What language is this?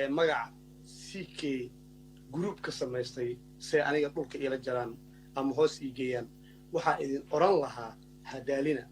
Somali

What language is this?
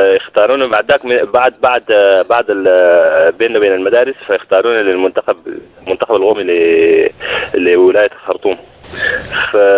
Sudanese Arabic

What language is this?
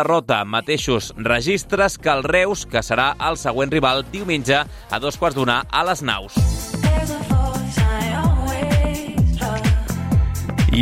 Catalan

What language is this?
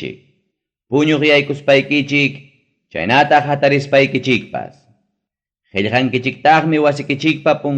Ayacucho Quechua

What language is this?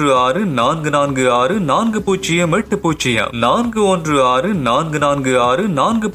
Tamil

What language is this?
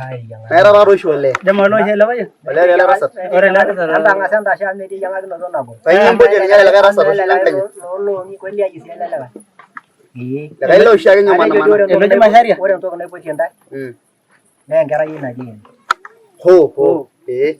Masai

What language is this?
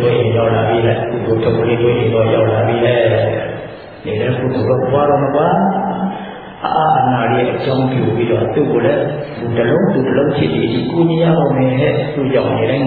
Burmese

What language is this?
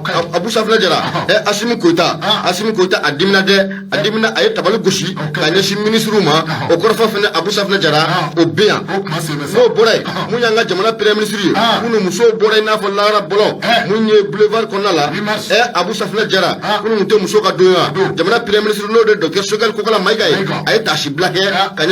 Bambara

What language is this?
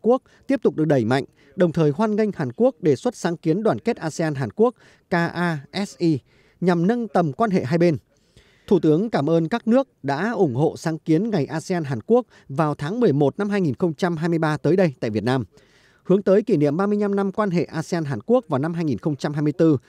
Vietnamese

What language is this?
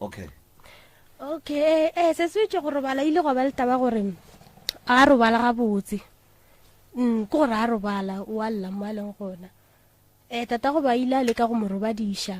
Northern Sotho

